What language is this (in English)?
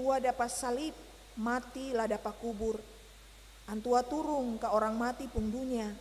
Ambonese Malay